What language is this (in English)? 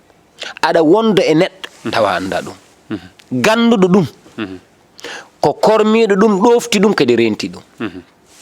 Fula